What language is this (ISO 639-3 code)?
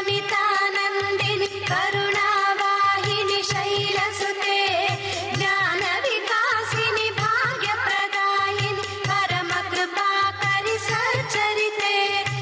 kan